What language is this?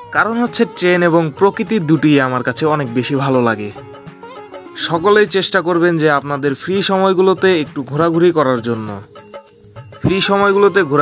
Bangla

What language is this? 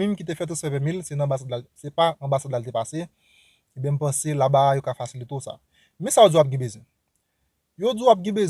Haitian Creole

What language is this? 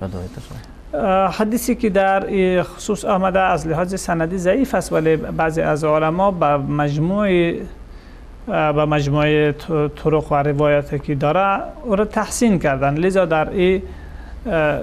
Persian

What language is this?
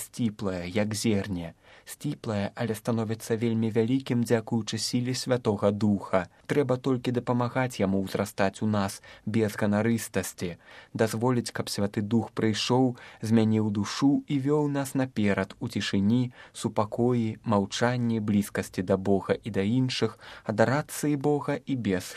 Belarusian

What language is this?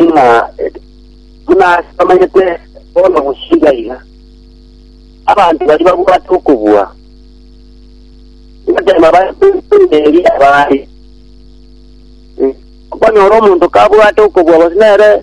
Gusii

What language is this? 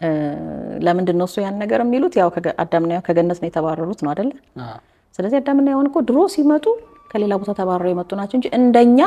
Amharic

